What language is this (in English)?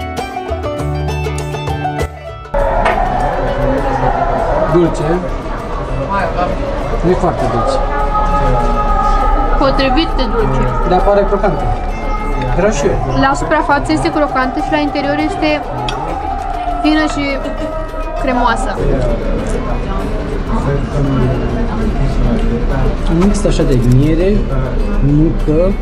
Romanian